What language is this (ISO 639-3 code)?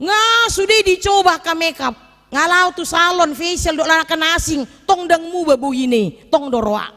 bbc